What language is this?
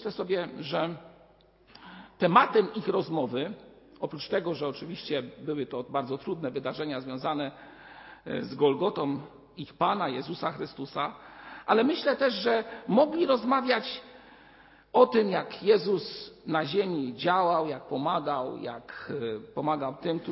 Polish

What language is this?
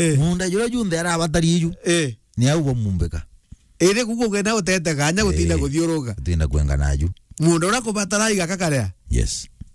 Meru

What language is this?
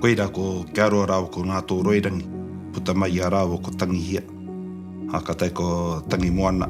Māori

